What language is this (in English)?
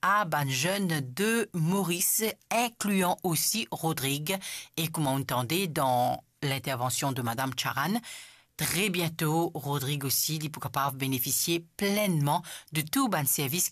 Morisyen